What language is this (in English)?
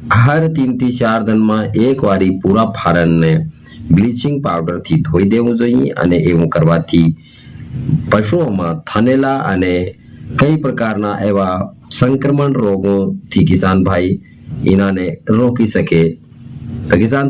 Gujarati